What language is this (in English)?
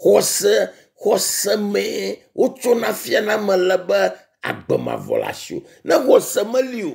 Ewe